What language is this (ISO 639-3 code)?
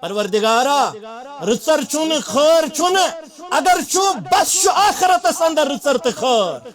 kas